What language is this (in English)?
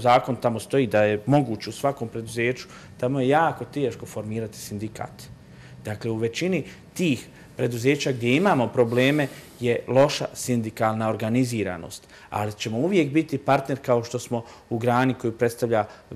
Bosnian